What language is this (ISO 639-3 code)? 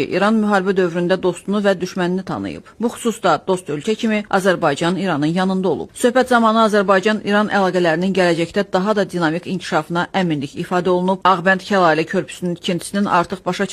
aze